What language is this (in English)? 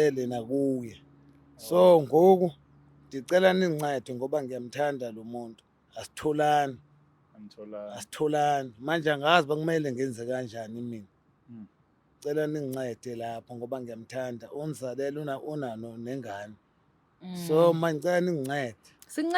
Zulu